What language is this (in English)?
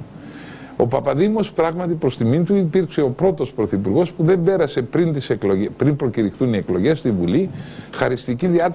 Greek